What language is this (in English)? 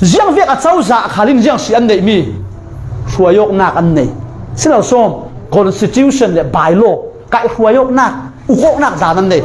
Falam Chin